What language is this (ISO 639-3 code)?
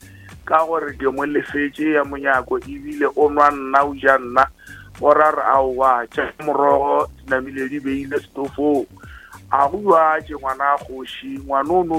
nso